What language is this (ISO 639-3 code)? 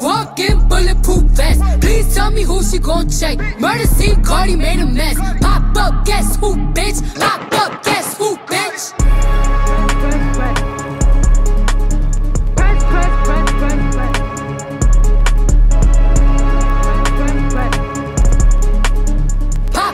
eng